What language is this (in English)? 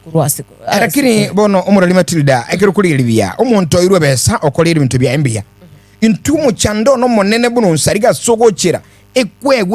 Gusii